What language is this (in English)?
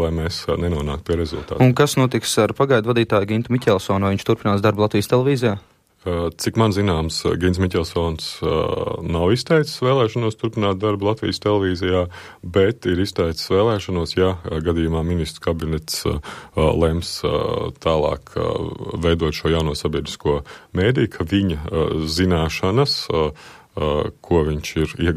Latvian